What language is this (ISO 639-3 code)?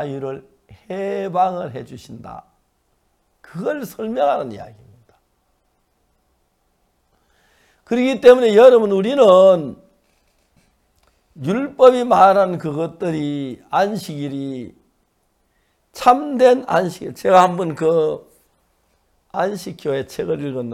kor